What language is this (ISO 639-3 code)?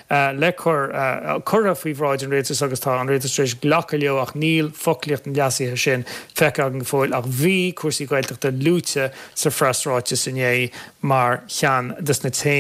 gle